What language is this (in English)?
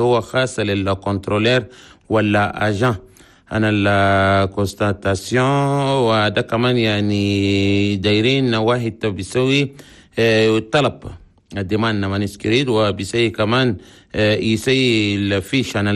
Chadian Arabic